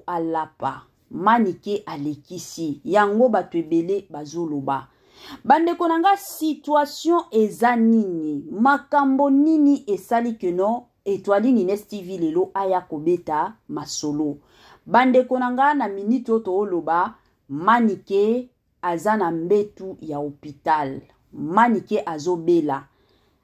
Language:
Lingala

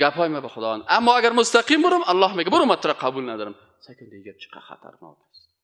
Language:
Persian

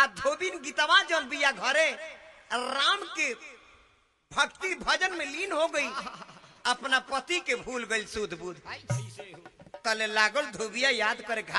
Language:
Bhojpuri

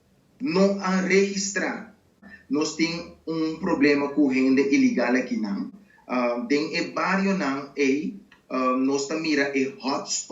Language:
Papiamento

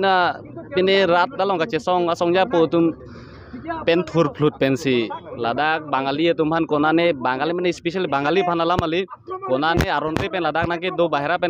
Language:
Karbi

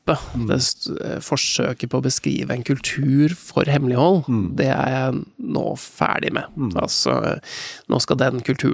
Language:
Norwegian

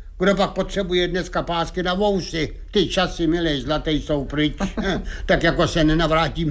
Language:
Czech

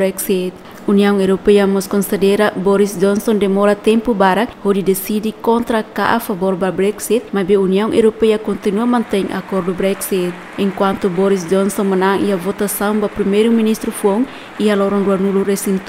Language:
Tetum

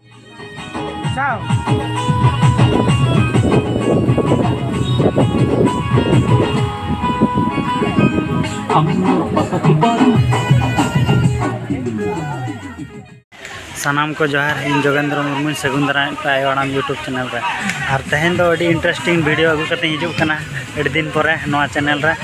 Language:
Santali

